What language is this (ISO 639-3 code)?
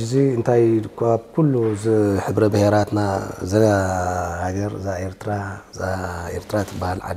tir